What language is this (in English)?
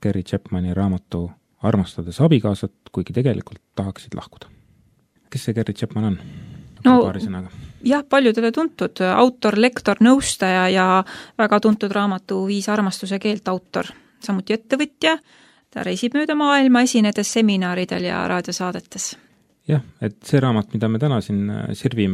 Estonian